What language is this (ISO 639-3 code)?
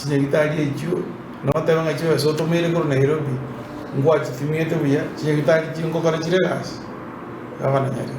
guz